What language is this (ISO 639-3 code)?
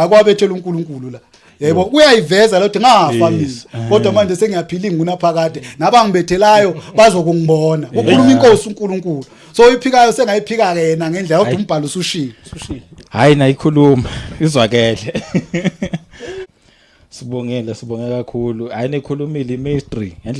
zul